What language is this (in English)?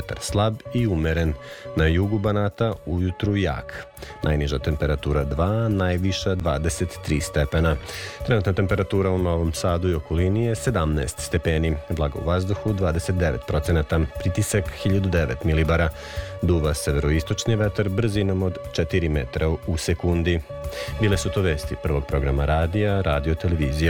Serbian